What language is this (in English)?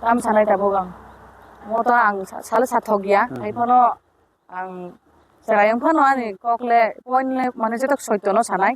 Kok Borok